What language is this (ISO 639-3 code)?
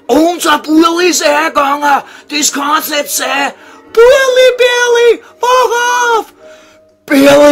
bar